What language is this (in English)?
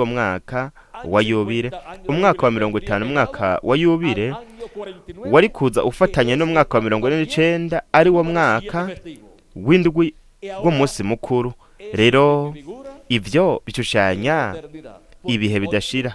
Rundi